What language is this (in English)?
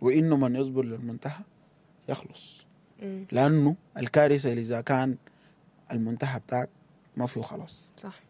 Sudanese Arabic